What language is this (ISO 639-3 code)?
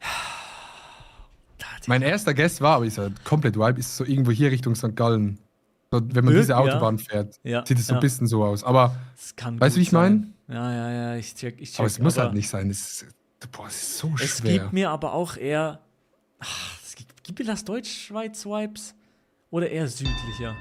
gsw